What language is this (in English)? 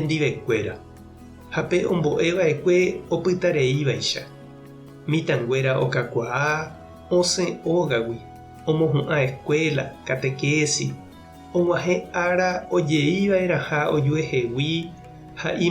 Guarani